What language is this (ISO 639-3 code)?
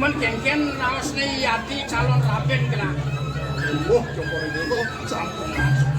ban